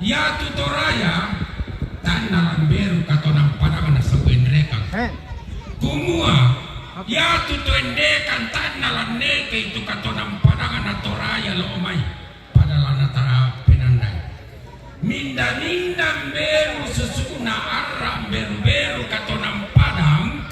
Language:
Toraja-Sa'dan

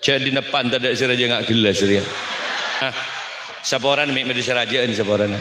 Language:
Madurese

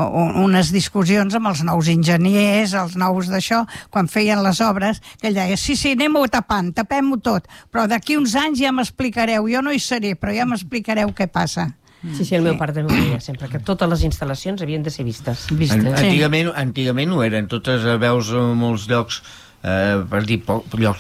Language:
Catalan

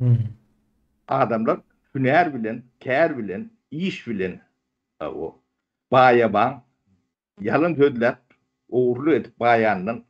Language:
Turkmen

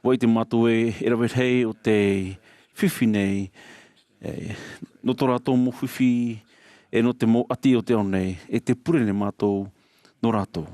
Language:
Tahitian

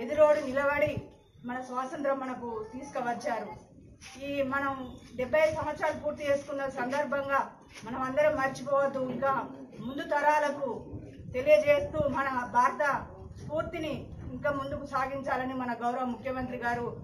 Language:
Telugu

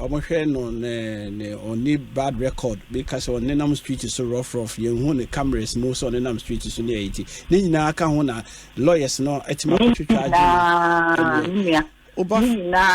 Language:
Akan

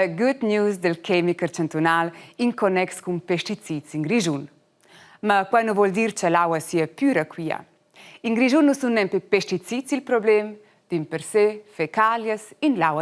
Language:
Romansh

